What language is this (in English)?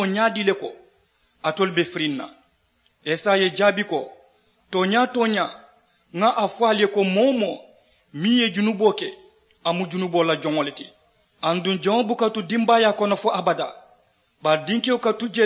Mandingo